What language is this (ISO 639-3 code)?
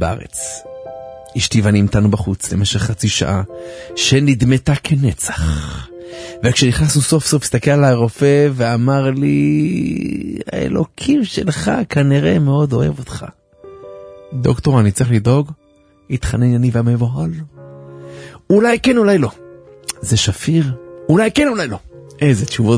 heb